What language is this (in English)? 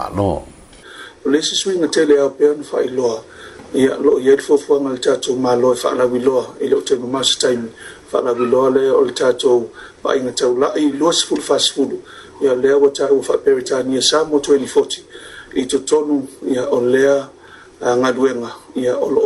Samoan